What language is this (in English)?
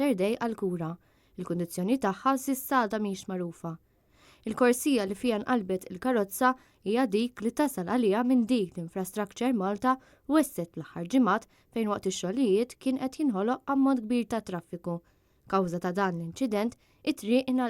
Maltese